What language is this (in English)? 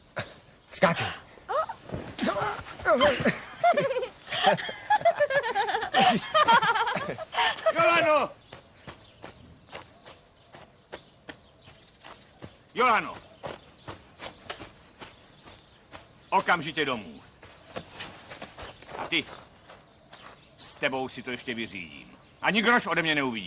Czech